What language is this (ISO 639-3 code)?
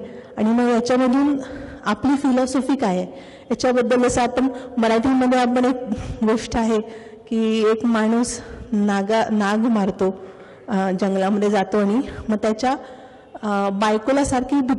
mar